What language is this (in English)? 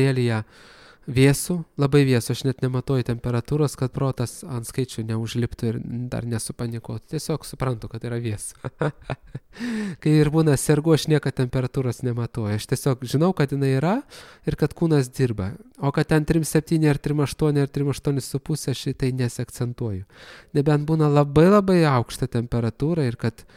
Lithuanian